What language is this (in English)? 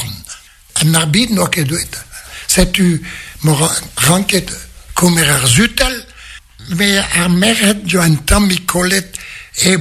Breton